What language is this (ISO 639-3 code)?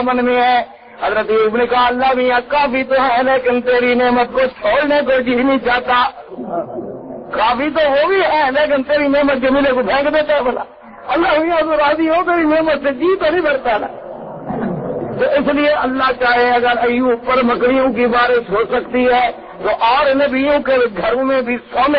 urd